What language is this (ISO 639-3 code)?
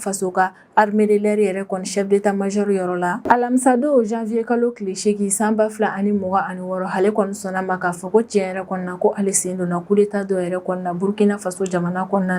bam